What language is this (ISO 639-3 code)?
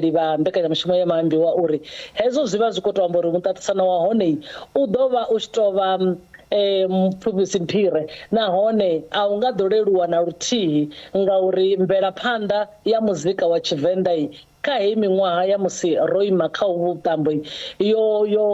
ven